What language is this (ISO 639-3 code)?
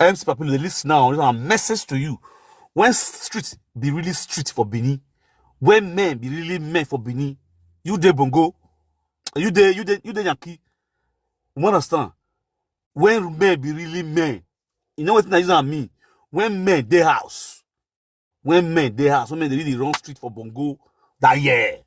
pcm